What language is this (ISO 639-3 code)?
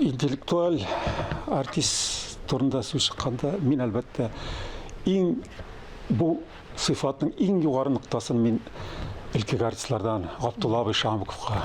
tat